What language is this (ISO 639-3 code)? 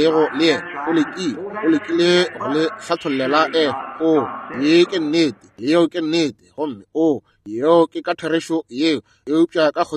nso